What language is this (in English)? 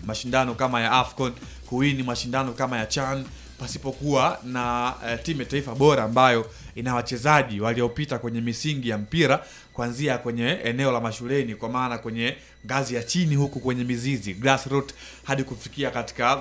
Swahili